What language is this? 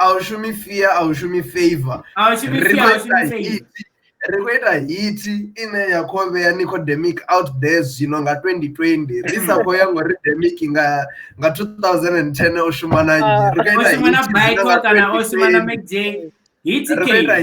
Venda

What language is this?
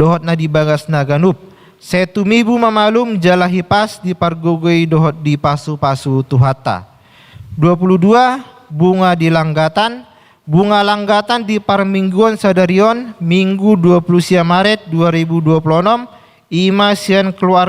Batak Toba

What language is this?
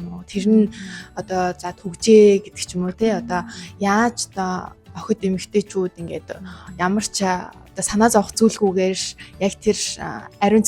Mongolian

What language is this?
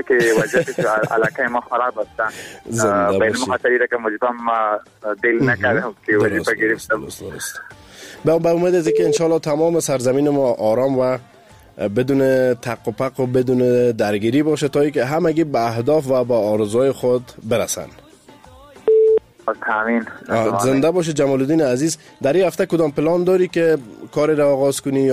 Persian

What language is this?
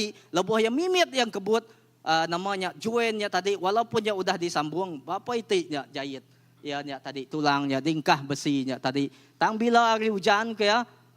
Iban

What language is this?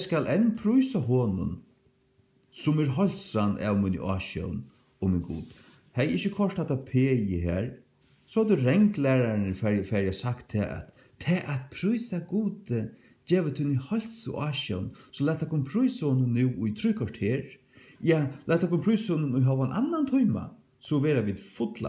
Faroese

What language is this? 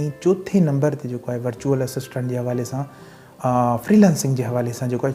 Sindhi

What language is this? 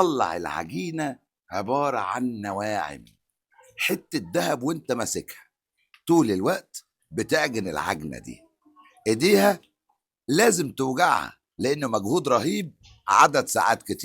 Egyptian Arabic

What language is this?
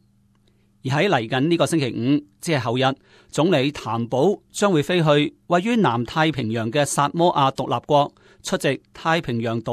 Cantonese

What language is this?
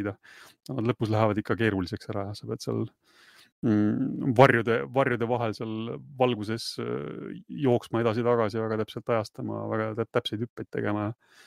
Estonian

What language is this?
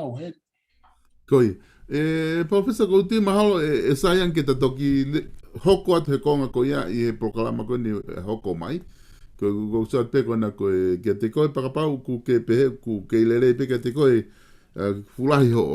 Tongan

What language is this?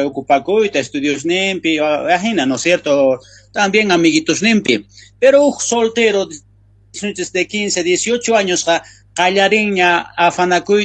South Bolivian Quechua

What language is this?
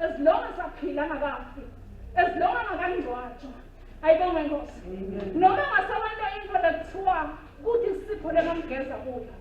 Swati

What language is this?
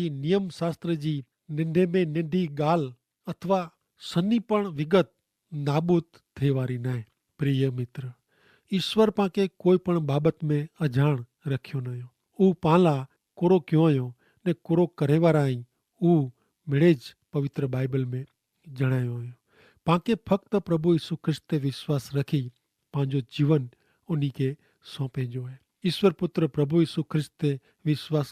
Kachhi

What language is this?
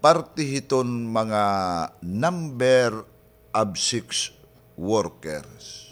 Waray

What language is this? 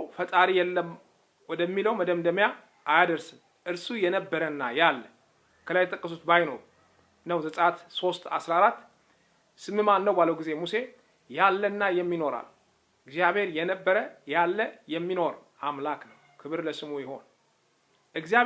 Amharic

